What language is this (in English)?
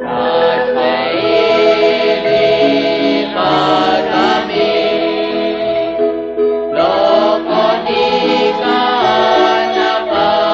Kekchí